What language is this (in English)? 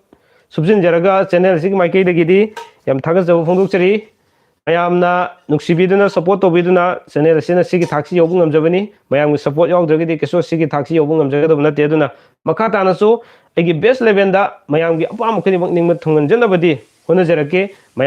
Manipuri